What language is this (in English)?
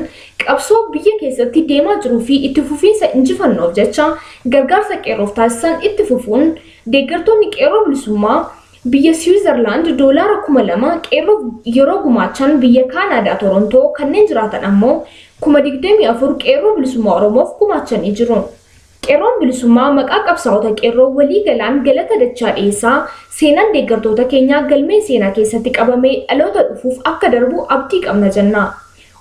Oromo